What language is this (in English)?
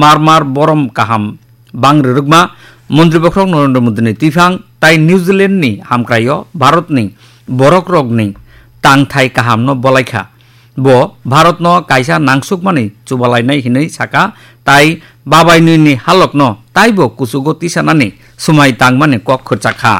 Kok Borok